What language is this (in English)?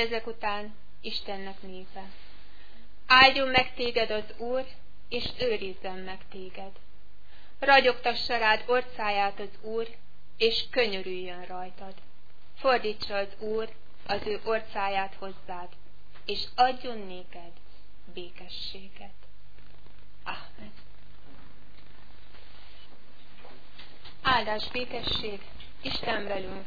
Hungarian